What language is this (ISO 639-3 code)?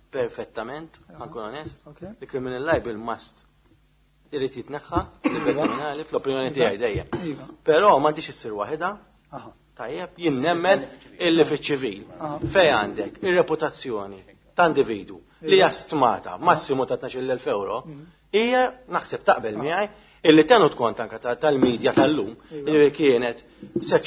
mlt